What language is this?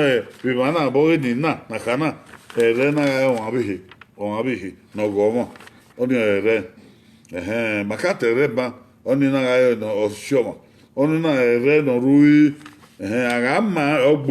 Bini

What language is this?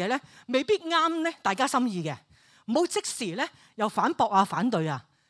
Cantonese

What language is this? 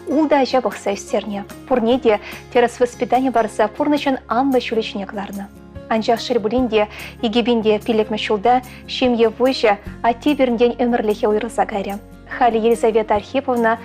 Chuvash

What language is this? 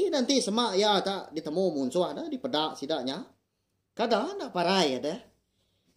Iban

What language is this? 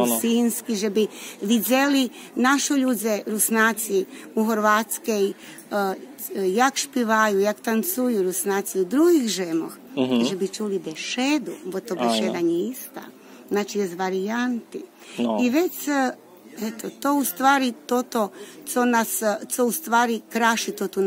Rusyn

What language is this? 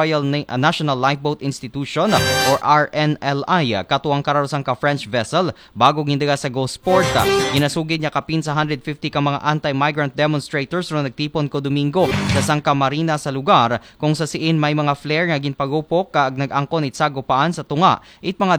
Aklanon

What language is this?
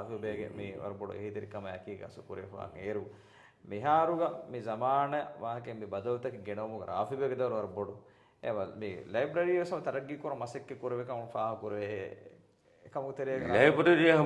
Divehi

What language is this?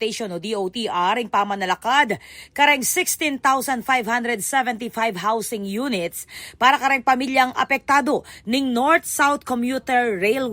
Pampanga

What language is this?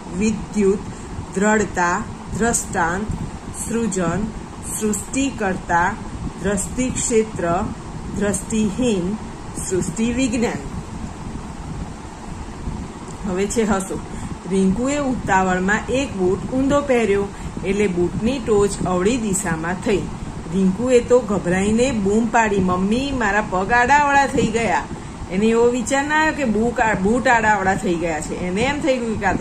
Gujarati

